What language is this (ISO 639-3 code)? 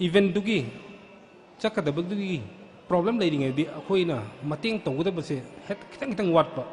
mni